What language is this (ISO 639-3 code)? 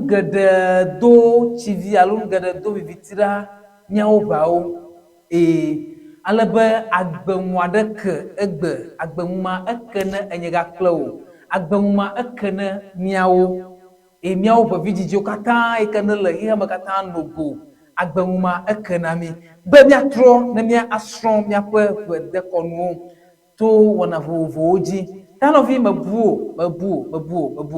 ewe